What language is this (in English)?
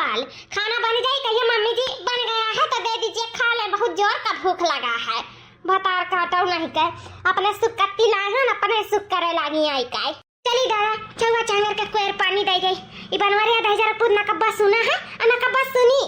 Awadhi